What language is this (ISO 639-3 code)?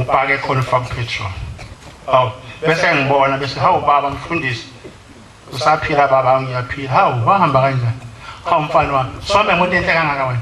zul